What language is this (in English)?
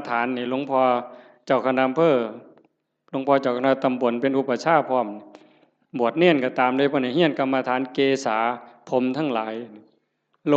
Northeastern Thai